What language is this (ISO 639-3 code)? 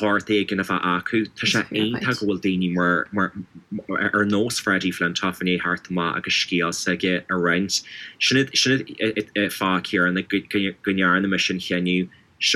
gle